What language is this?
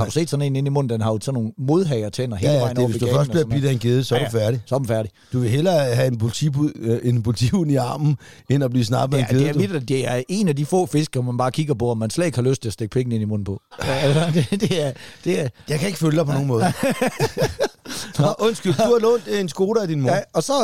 Danish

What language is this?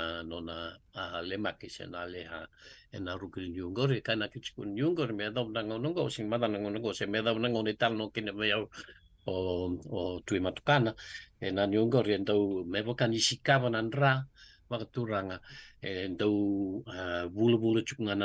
Fijian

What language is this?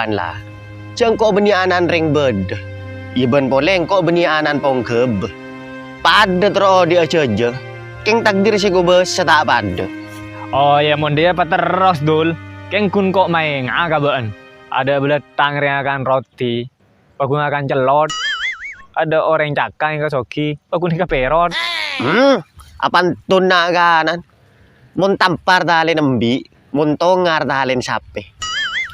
Madurese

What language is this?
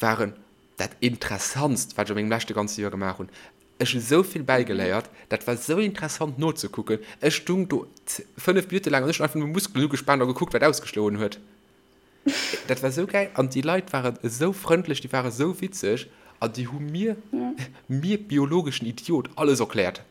Luxembourgish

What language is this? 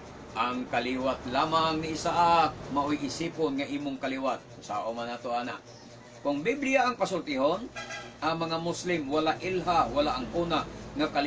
Cebuano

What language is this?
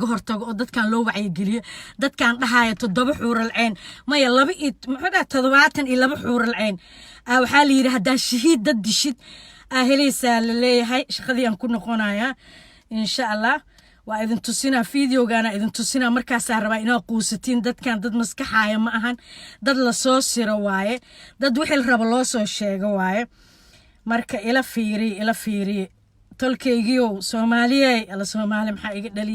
Somali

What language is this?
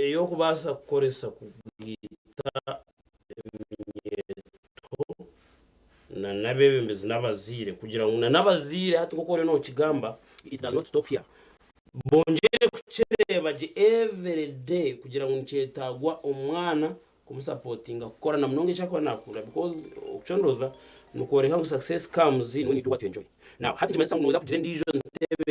Nyankole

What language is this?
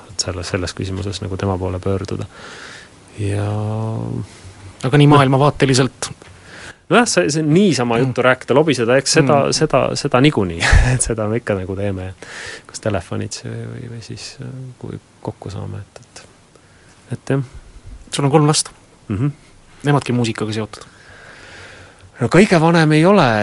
Estonian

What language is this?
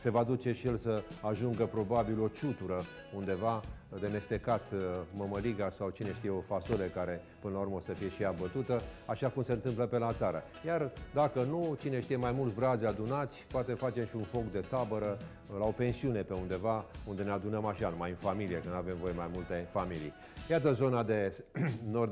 Romanian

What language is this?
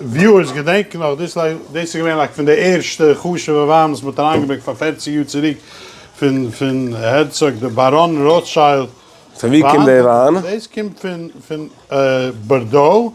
Yiddish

